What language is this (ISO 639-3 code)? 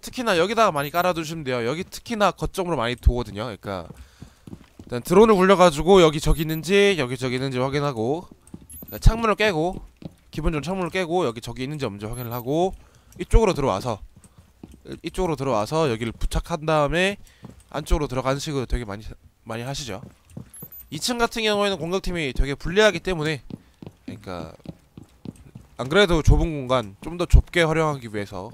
kor